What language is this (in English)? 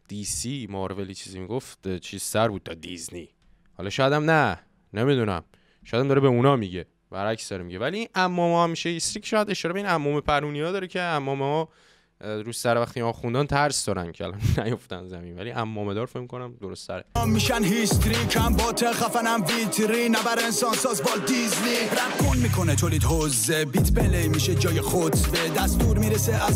Persian